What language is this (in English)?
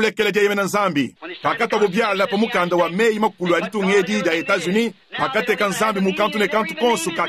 Luba-Lulua